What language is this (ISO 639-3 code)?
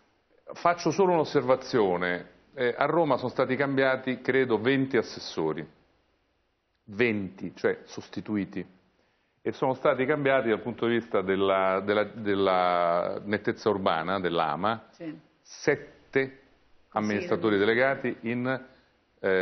ita